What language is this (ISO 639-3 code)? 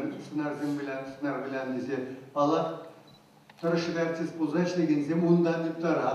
chv